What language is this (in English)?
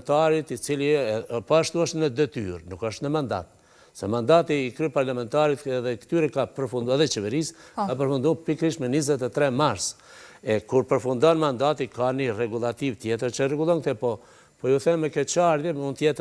Albanian